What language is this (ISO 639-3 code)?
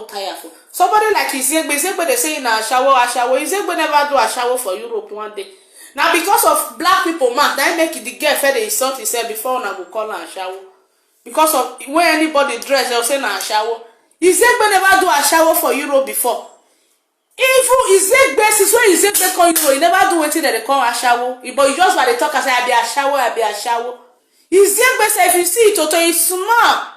pcm